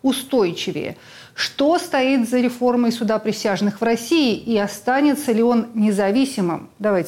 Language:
Russian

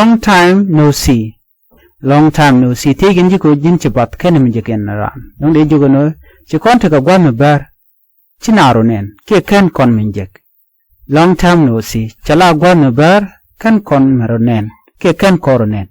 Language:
Nuer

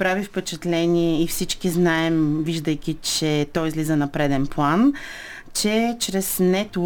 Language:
Bulgarian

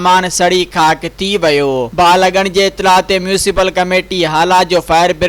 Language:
Sindhi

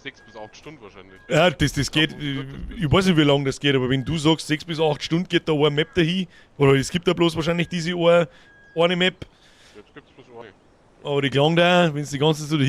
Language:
Bavarian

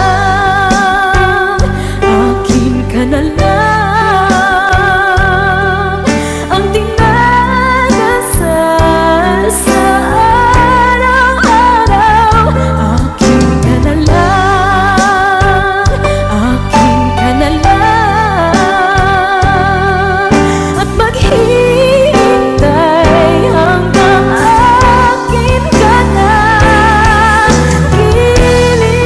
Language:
Filipino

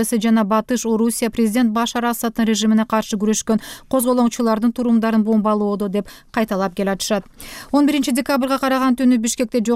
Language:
Kyrgyz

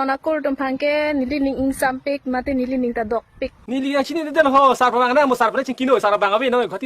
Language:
Karbi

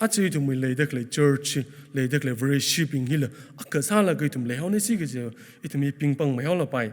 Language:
Tangkhul Naga (India)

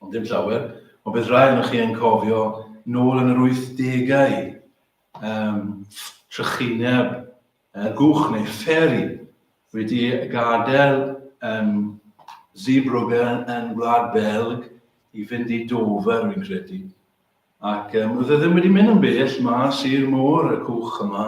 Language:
Welsh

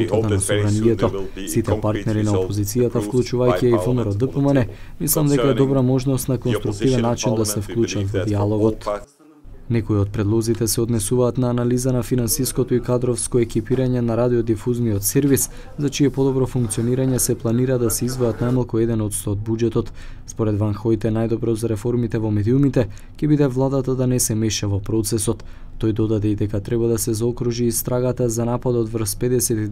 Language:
Macedonian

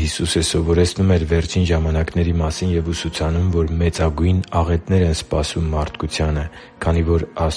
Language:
Armenian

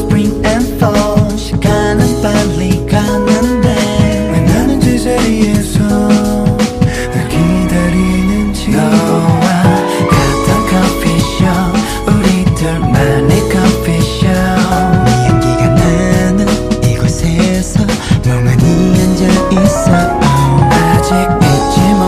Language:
Korean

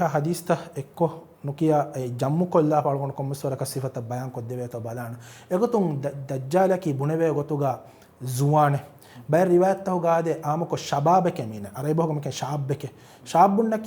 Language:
Divehi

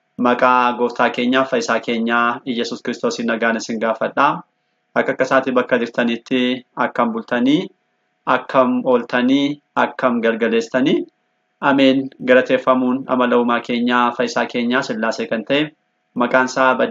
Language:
Oromo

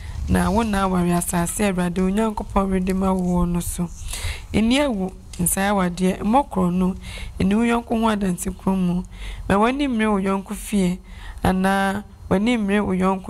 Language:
Akan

